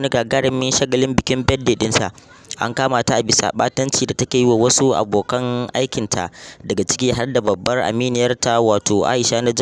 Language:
Hausa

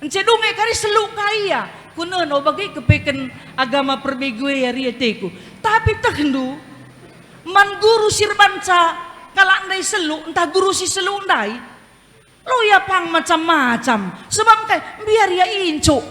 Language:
Batak Karo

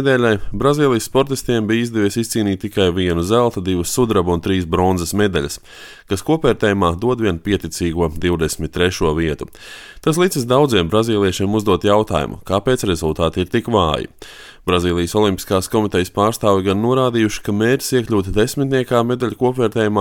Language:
Latvian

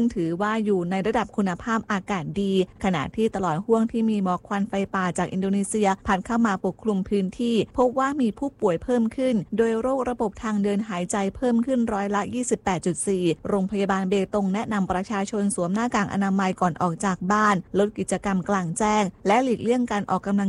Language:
Thai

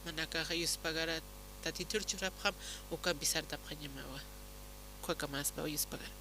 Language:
Aymara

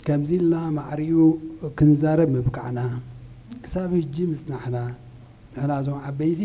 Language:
Tigrinya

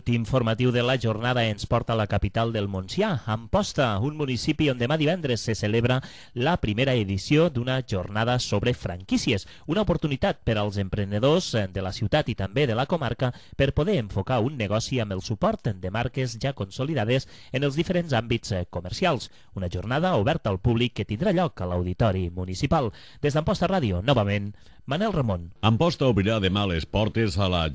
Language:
Catalan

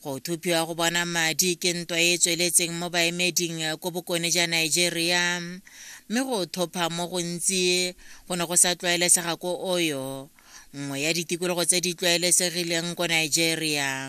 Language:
Tswana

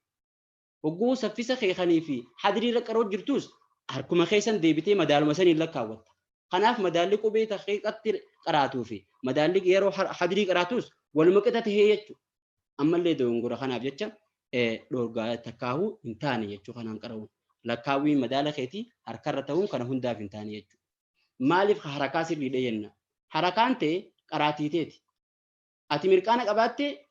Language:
Oromo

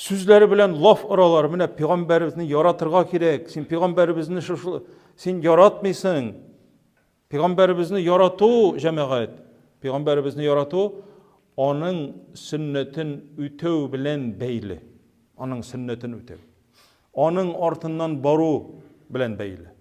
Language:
Tatar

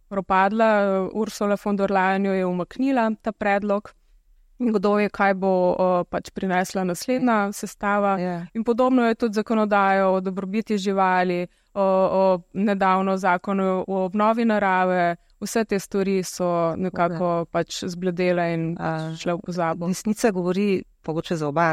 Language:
Slovenian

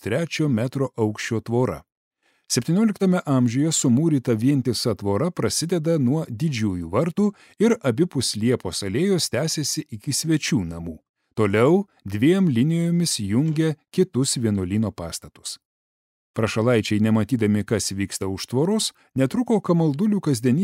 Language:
Lithuanian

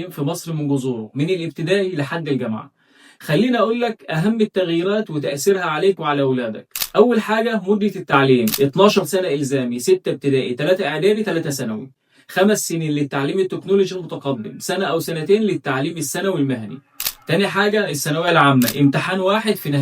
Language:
Egyptian Arabic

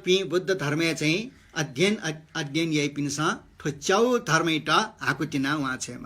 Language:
Newari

